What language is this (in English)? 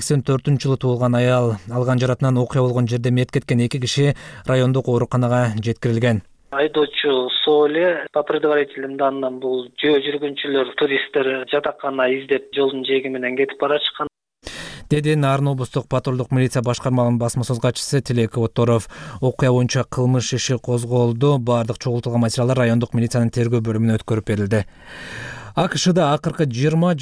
Kyrgyz